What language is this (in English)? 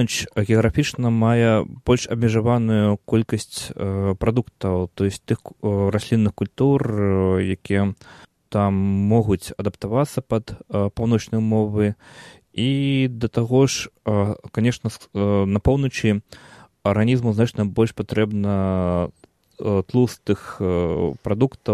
Belarusian